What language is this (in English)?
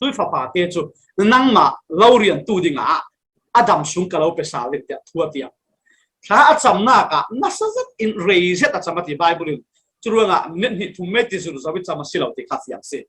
Falam Chin